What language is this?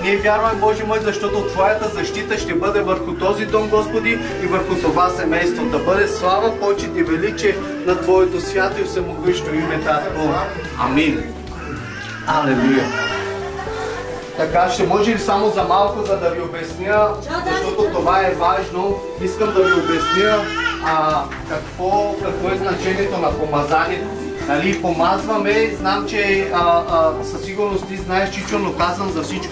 Bulgarian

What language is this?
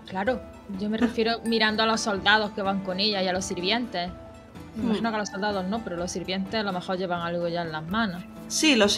Spanish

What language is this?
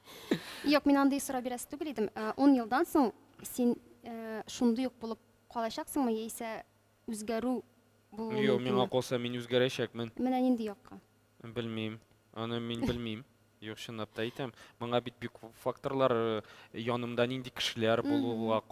Tatar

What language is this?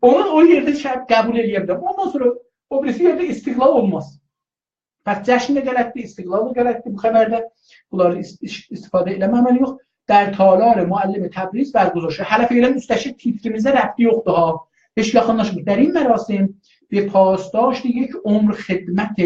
South Azerbaijani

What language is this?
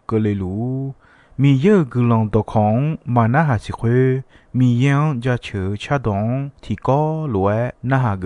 Akha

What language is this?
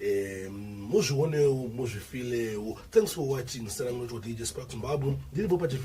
Shona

